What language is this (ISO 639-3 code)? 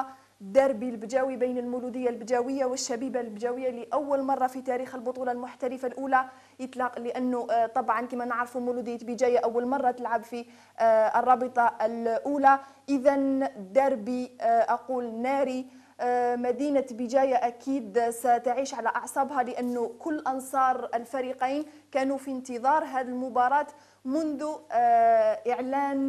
arq